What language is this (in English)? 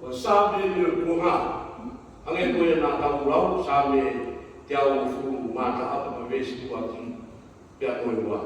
Tongan